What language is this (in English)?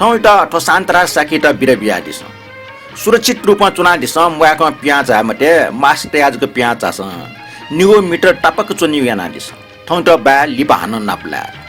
Newari